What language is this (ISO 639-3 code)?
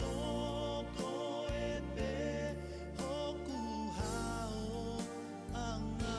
ton